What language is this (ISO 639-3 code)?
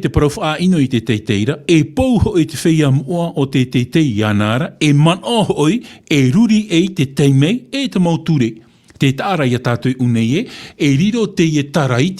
tah